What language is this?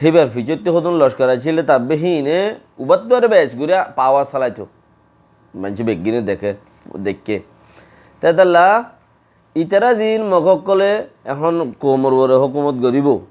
Rohingya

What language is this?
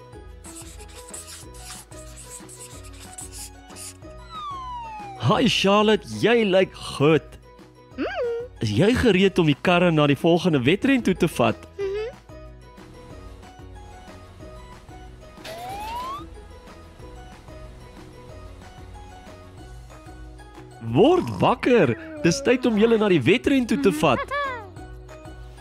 Afrikaans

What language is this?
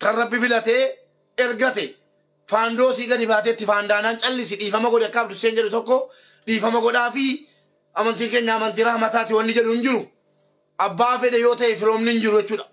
Oromo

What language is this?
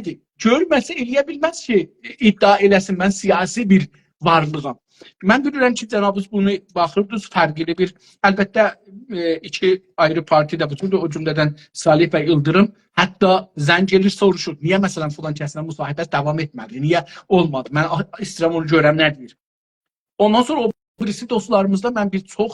South Azerbaijani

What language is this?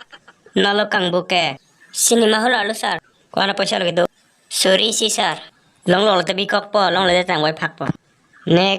Karbi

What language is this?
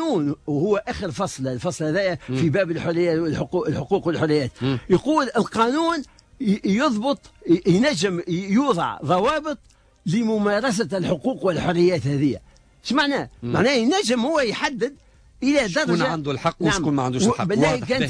Tunisian Arabic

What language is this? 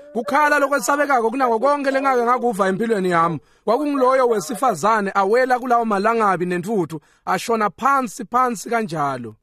Swati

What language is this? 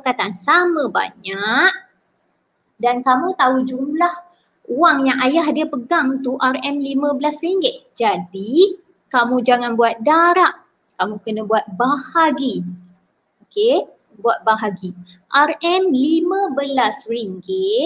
Malay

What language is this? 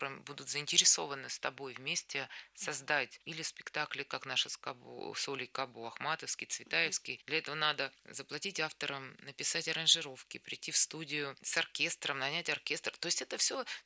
Russian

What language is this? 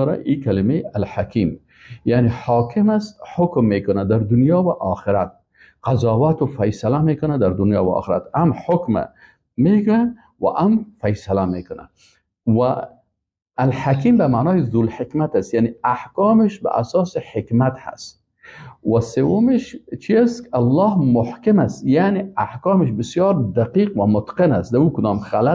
Persian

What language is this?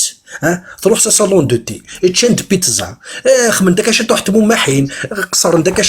Kabyle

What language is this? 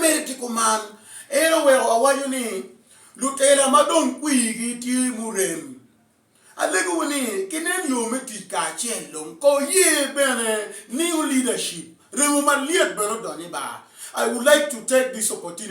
Acoli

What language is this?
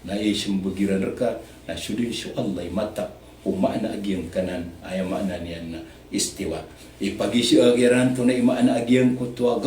Maranao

